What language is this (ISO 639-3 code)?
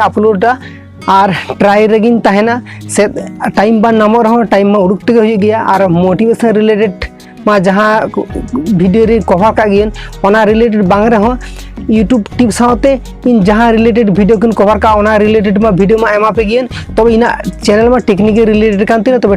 sat